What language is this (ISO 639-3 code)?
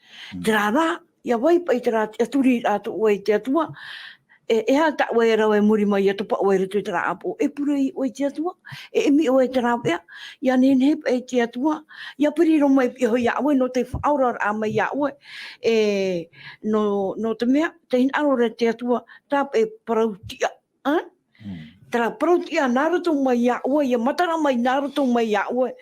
tah